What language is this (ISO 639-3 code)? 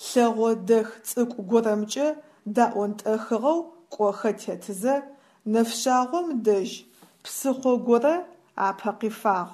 ady